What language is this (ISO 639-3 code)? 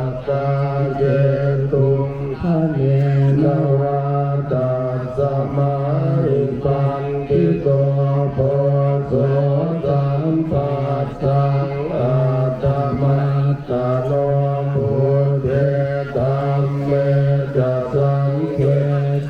pli